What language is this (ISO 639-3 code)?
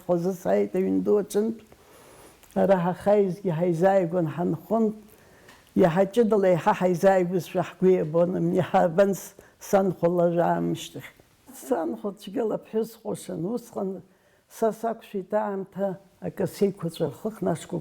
abk